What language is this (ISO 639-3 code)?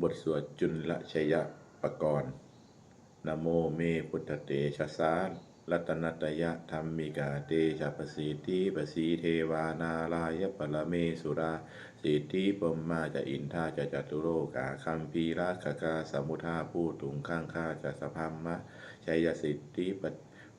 pli